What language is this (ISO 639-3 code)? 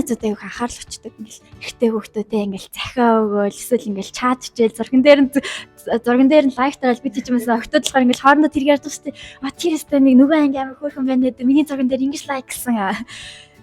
mon